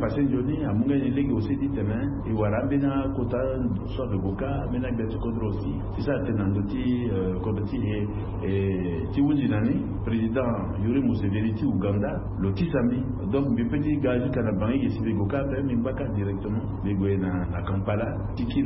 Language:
Sango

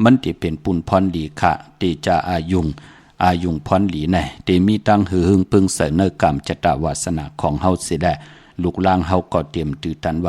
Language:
Shan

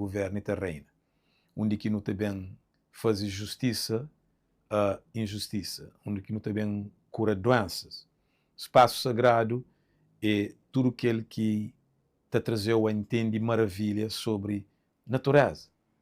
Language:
Kabuverdianu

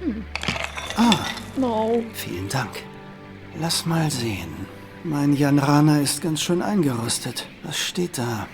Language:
Swiss German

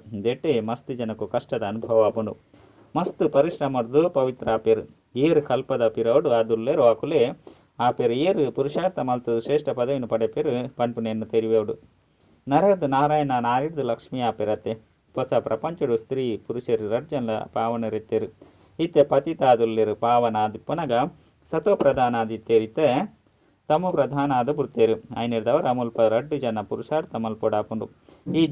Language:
Tulu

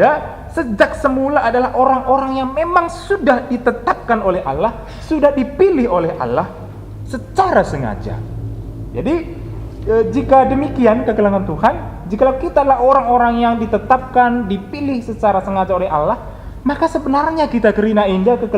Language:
Batak Karo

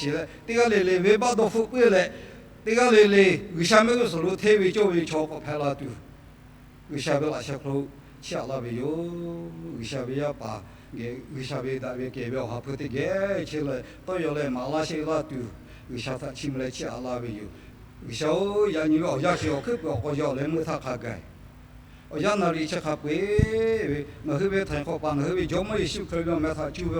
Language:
Lahu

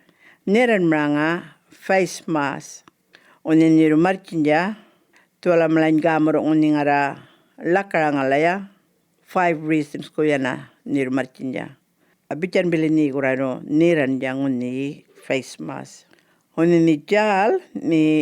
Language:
Djambarrpuyngu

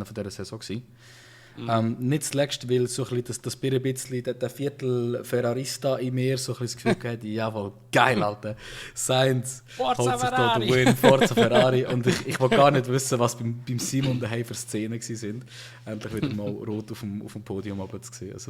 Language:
Swiss German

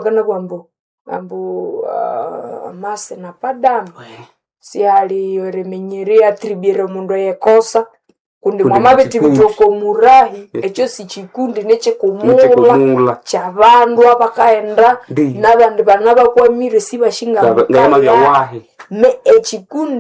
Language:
Nande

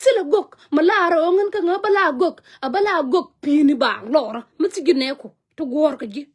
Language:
Nuer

